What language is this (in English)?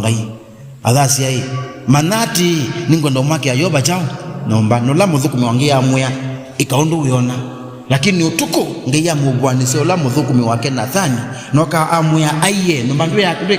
Kamba